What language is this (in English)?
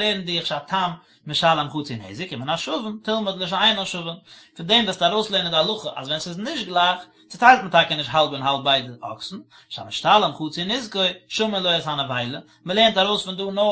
Yiddish